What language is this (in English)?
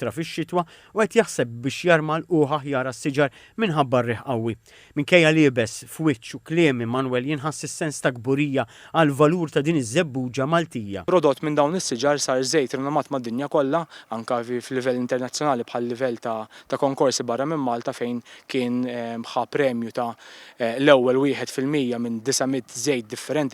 Maltese